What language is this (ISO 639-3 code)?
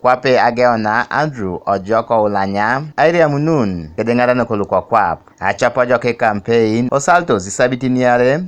teo